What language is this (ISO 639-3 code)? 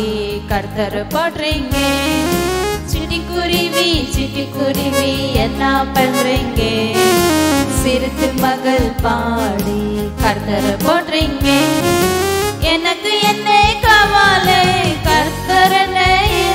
tel